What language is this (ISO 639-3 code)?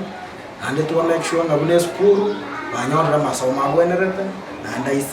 guz